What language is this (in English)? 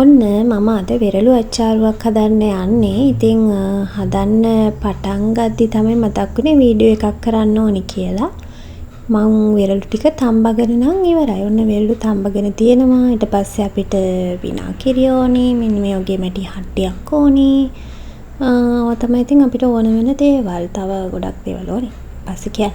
Sinhala